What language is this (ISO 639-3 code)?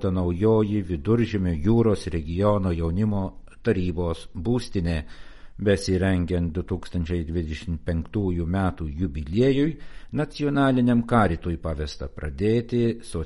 lit